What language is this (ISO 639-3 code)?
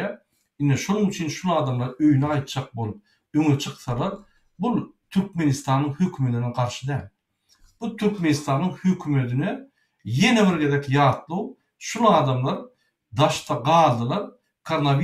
tuk